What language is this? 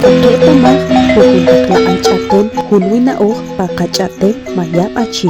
Achi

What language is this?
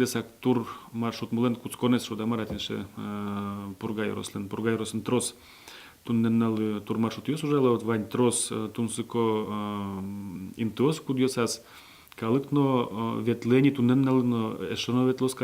Udmurt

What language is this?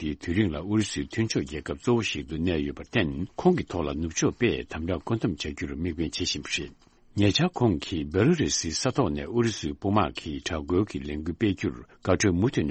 Tibetan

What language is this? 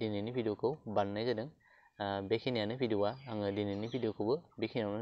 Bodo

